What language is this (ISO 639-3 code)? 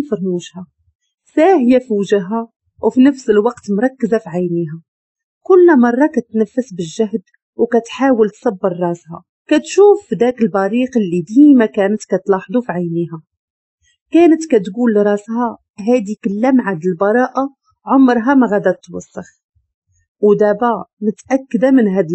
ary